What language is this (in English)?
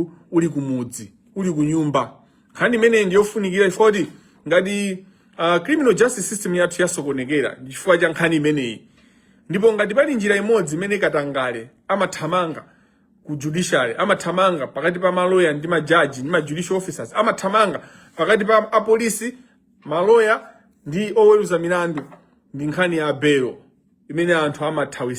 Nyanja